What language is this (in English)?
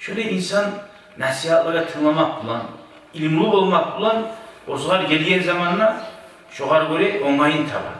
Kumyk